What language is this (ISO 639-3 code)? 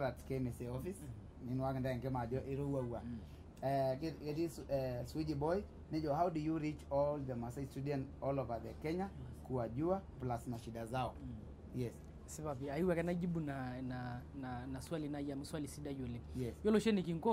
mas